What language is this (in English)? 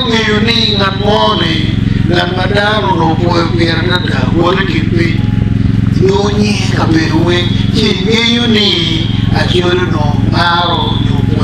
Acoli